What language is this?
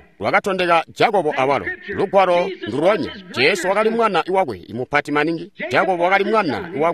Tonga (Zambia)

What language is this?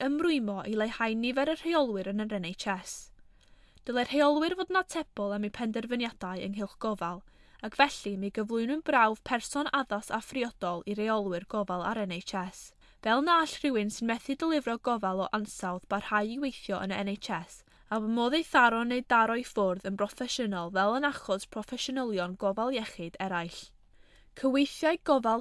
Welsh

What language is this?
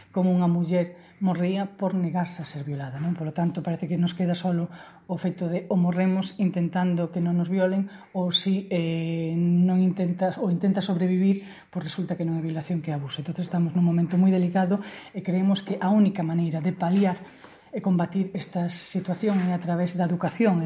Galician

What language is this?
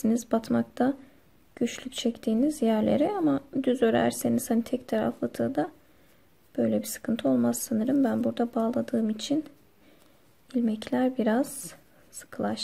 Turkish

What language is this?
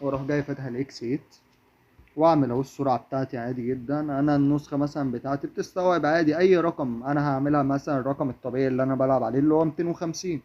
Egyptian Arabic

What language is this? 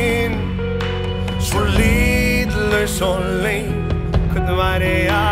Icelandic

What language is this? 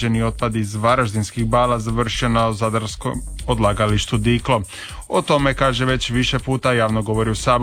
Croatian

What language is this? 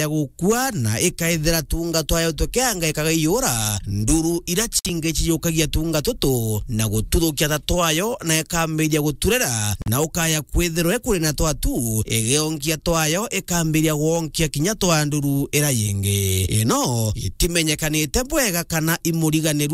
Meru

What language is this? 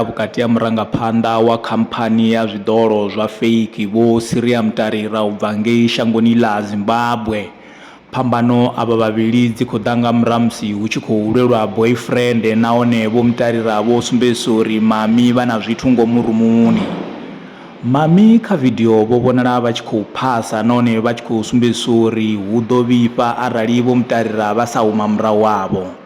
Venda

